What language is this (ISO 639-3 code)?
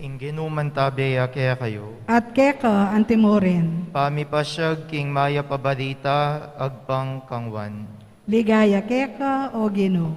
pam